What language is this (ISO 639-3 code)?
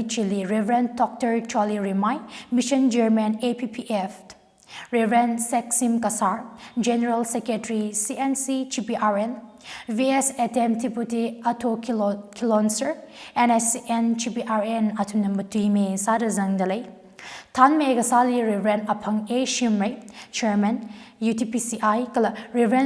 nmf